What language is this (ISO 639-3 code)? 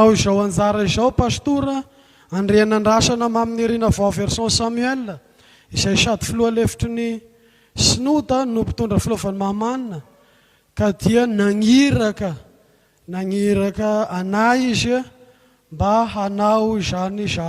mlg